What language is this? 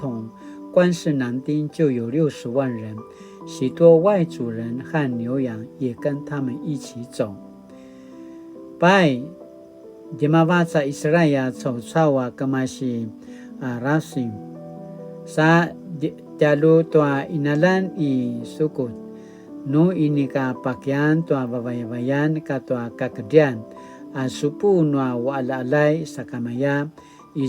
Paiwan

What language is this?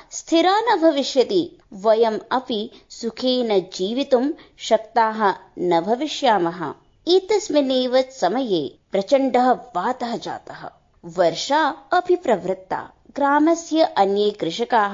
Sanskrit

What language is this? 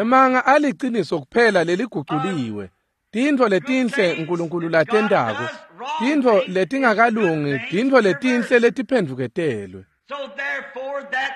Swati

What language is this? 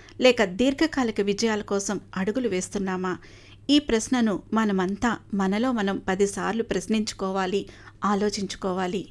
Telugu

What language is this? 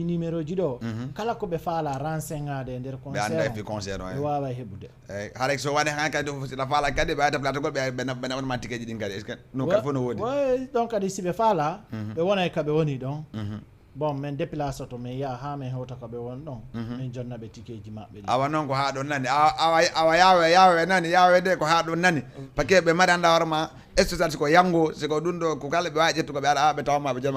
Fula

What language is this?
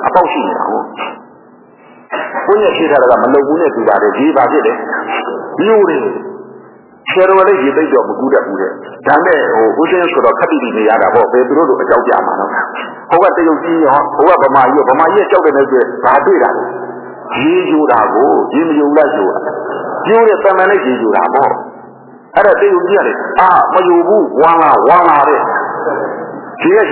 Burmese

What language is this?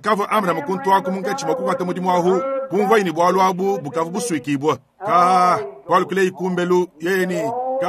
Luba-Lulua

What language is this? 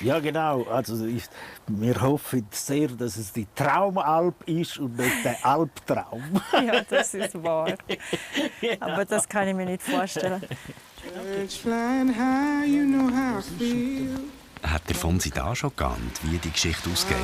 Swiss German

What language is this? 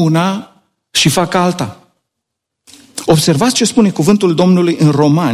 Romanian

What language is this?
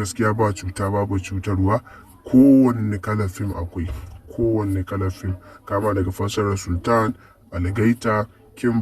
Hausa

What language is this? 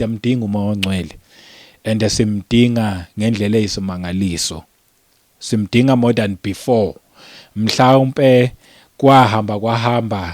Zulu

